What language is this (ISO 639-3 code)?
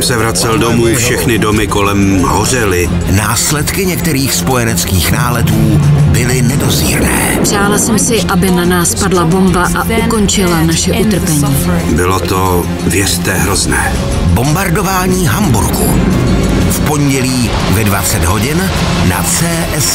ces